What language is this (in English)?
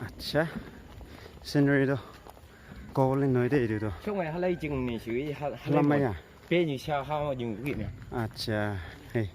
Naga Pidgin